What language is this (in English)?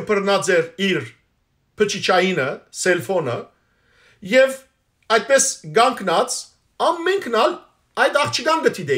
Western Armenian